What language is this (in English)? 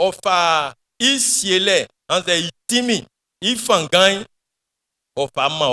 Baoulé